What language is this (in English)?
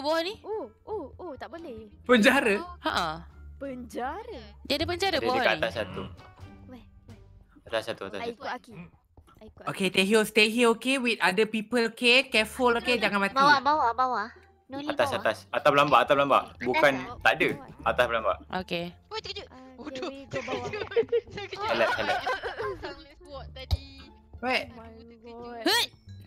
Malay